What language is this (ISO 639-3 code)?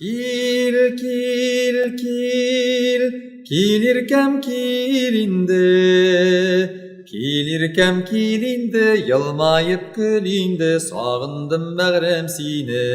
tat